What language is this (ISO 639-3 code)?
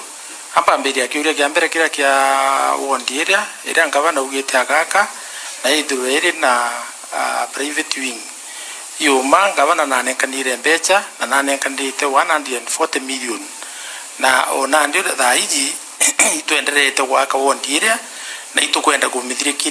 mer